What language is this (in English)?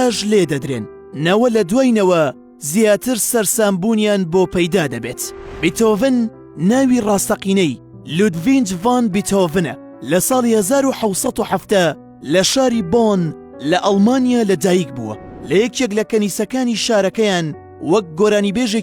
Central Kurdish